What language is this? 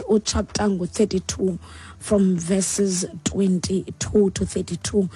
Xhosa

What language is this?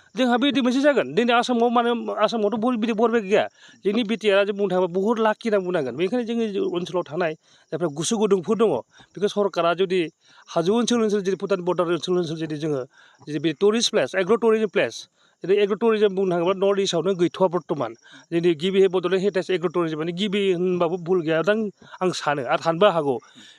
Bodo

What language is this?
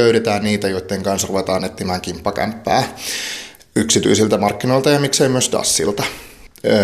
Finnish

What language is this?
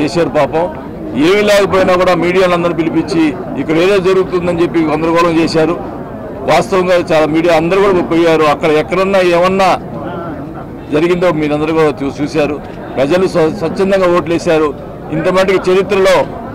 Telugu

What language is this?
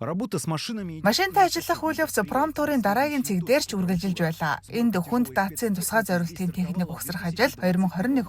Mongolian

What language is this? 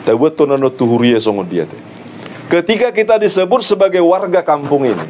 Batak Toba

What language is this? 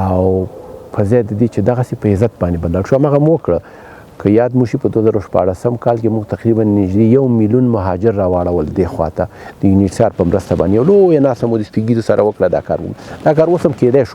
Pashto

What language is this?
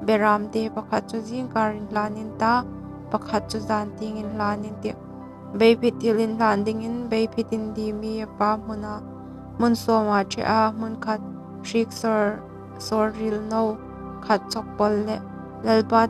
Hmar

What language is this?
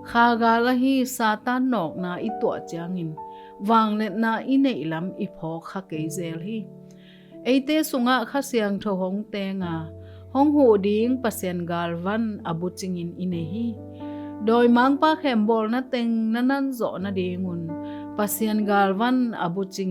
Tedim Chin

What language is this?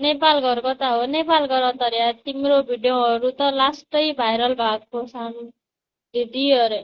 Nepali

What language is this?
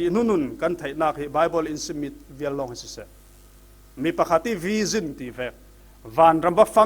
Falam Chin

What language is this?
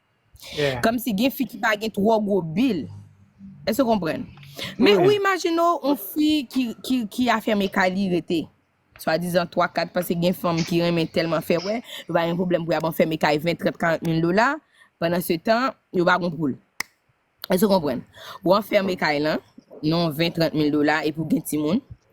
Haitian Creole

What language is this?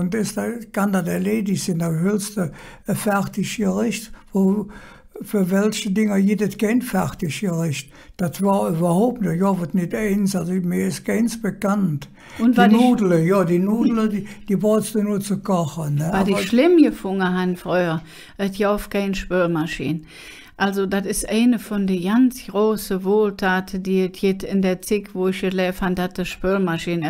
Colognian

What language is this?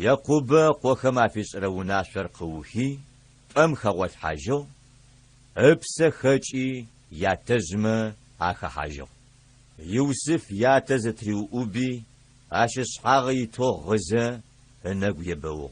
Adyghe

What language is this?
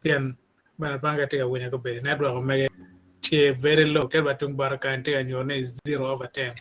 Acoli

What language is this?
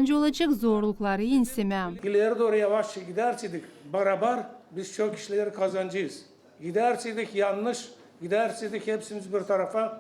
Gagauz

